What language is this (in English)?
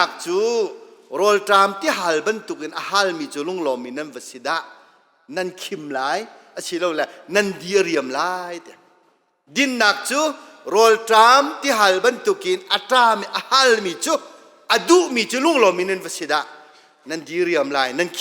Hakha Chin